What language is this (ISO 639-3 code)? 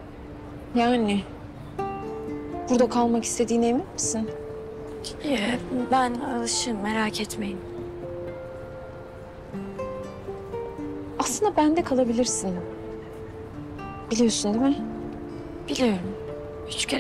tur